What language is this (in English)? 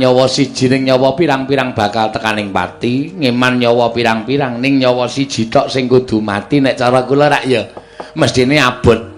Javanese